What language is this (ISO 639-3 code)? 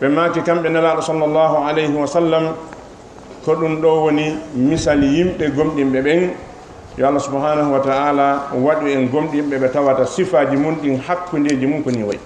ful